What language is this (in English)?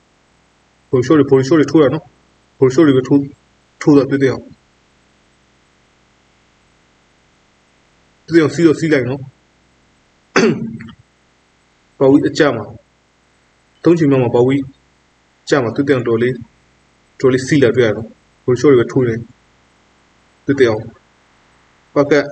Burmese